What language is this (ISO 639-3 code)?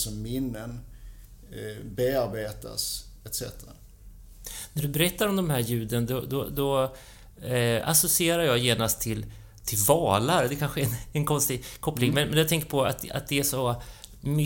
swe